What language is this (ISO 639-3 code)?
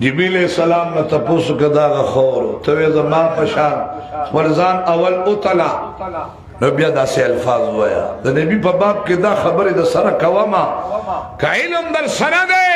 pus